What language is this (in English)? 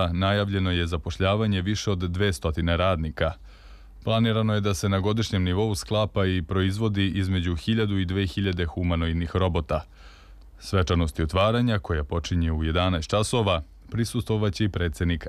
Serbian